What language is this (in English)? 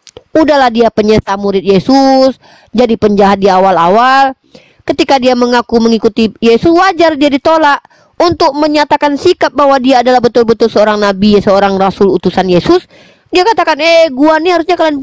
Indonesian